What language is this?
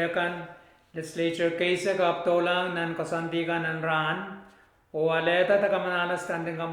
Pohnpeian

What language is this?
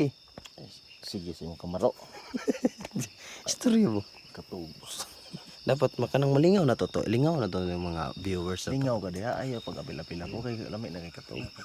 Cebuano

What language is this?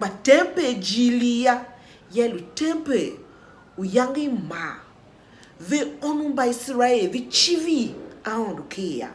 Tiv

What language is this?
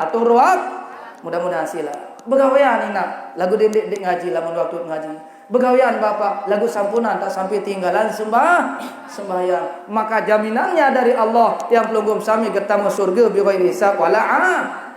Sasak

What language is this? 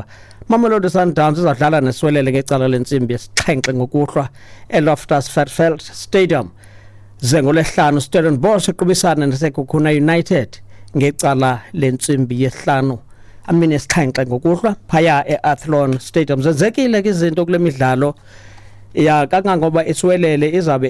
Xhosa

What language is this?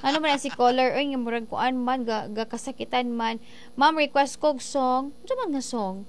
Cebuano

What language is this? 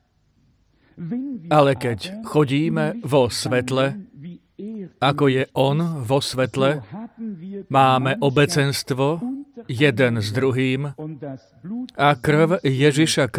Slovak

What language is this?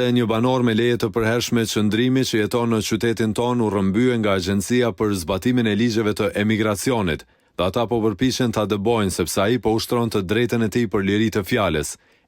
Albanian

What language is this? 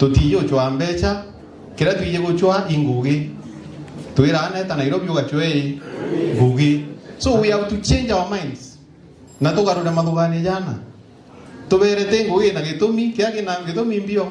Meru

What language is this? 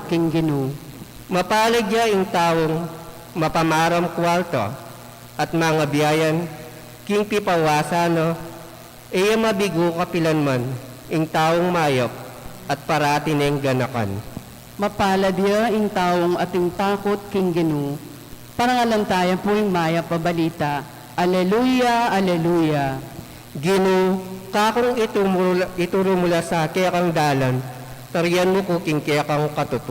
Pampanga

